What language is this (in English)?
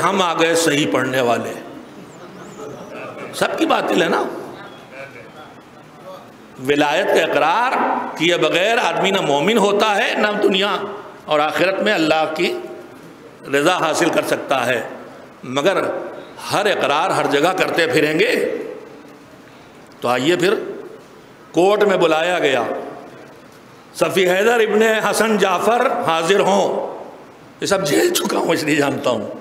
Urdu